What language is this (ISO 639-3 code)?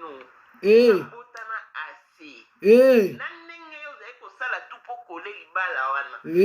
lin